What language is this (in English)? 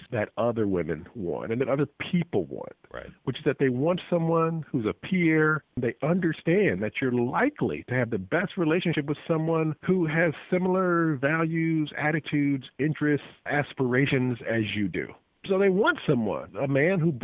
English